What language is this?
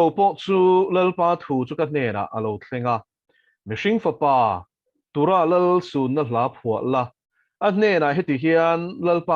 Mizo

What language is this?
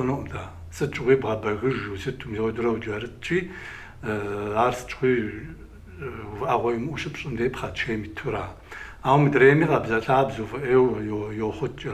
Kabardian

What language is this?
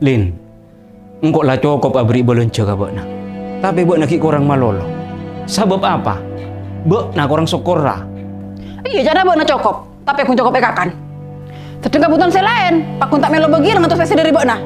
Madurese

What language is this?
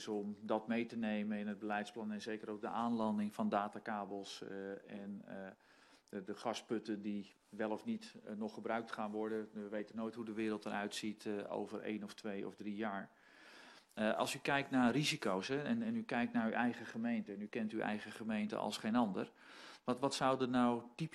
Dutch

